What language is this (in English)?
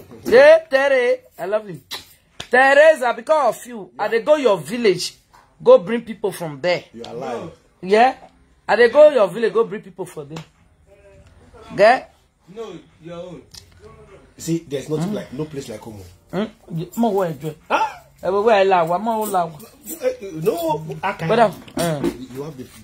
English